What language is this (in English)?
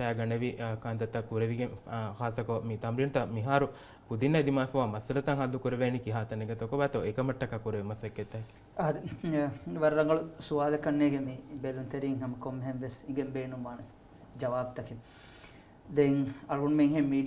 Divehi